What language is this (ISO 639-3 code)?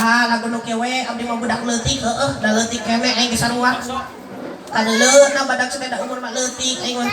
sun